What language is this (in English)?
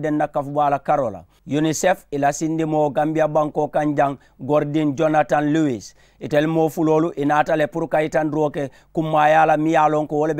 Mandingo